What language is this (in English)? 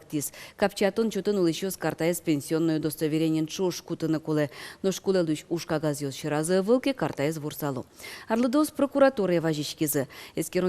Udmurt